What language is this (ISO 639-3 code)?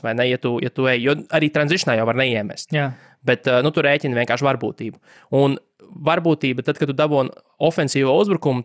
lav